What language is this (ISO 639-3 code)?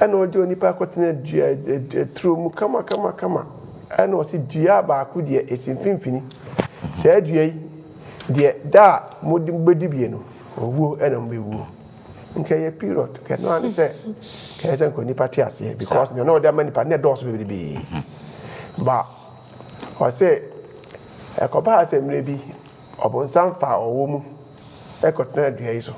aka